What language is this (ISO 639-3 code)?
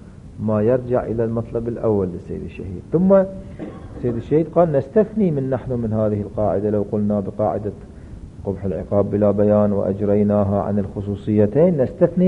ara